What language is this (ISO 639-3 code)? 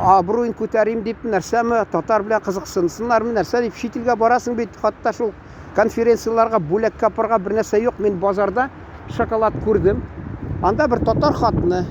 tat